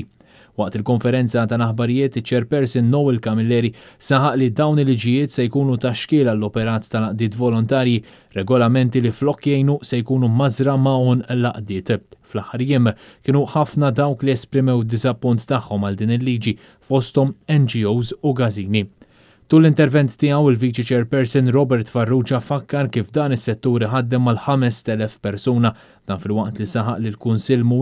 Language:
Maltese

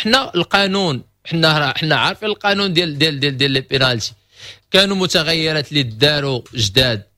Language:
Moroccan Arabic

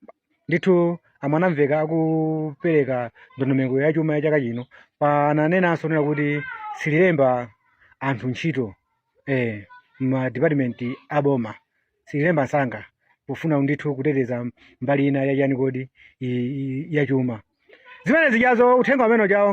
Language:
Nyanja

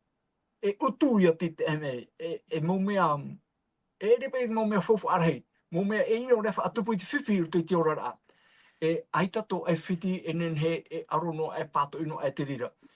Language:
Tahitian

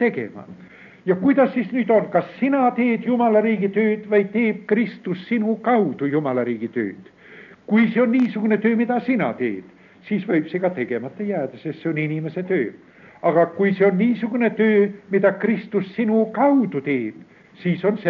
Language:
Estonian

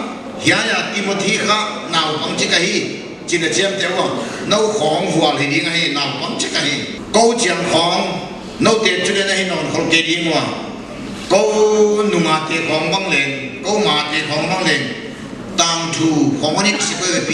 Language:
Paite Chin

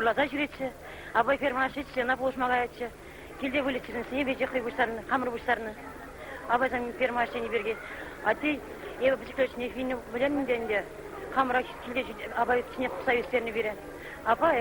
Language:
Chuvash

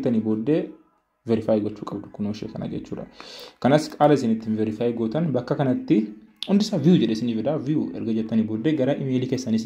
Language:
Oromo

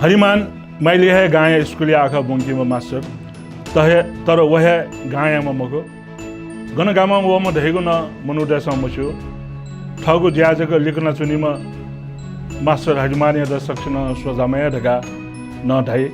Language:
Newari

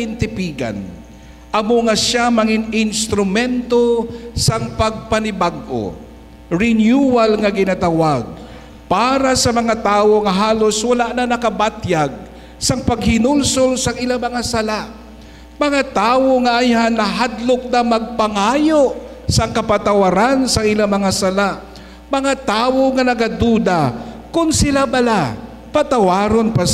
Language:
Hiligaynon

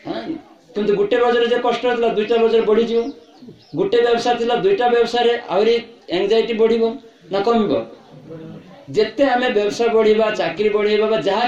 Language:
Odia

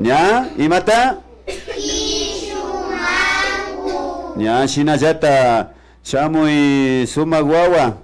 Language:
Imbabura Highland Quichua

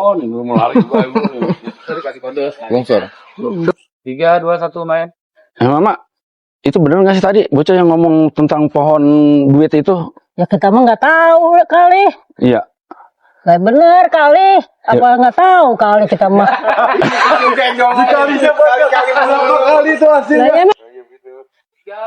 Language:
Betawi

